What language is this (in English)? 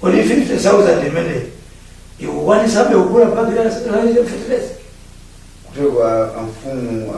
Nyanja